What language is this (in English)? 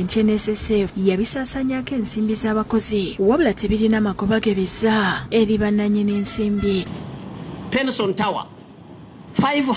Ganda